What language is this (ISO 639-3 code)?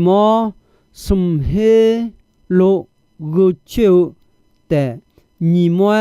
ahk